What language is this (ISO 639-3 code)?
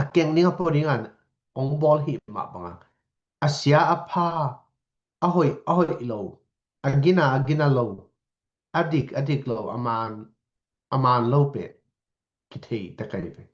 ctd